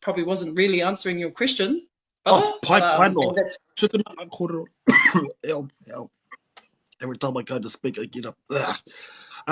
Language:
Māori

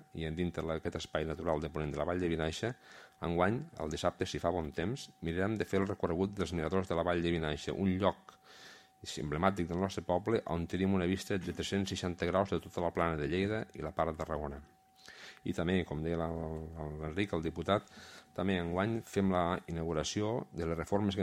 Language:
Catalan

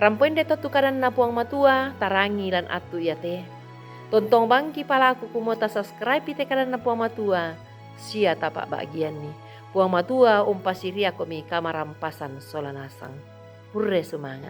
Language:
Toraja-Sa'dan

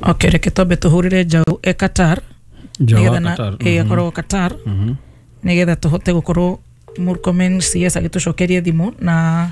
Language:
Kikuyu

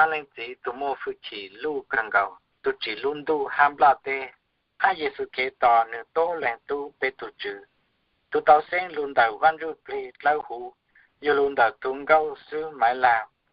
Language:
Hmong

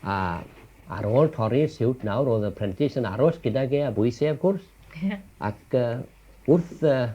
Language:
Welsh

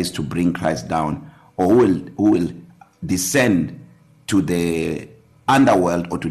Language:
English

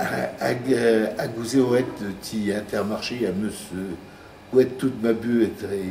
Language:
Breton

